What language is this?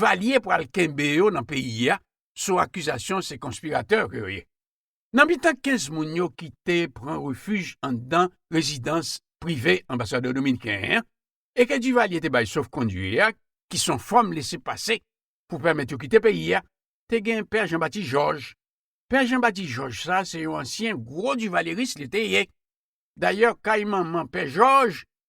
Haitian Creole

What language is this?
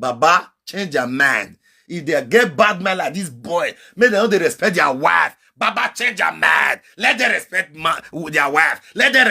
Nigerian Pidgin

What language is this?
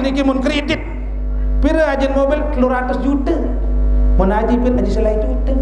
Sasak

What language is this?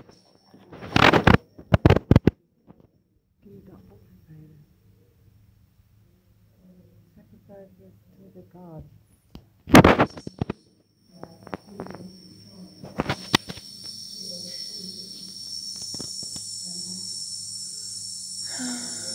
Swedish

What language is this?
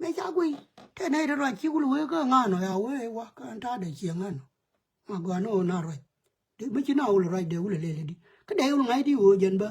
Nuer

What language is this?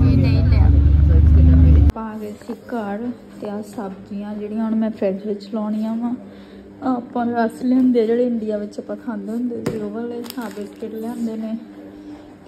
Punjabi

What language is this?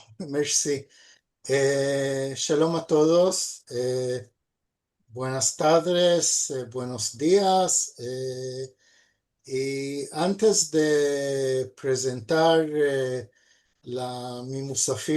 Ladino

